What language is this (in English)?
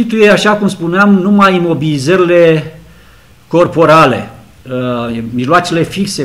Romanian